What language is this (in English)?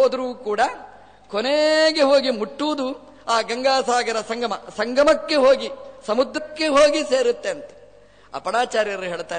Kannada